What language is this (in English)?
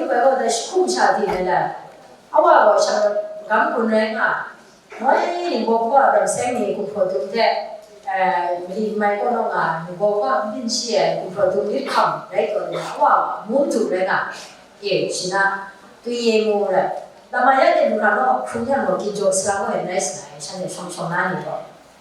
Kachin